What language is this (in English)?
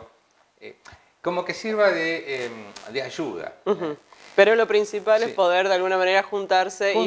Spanish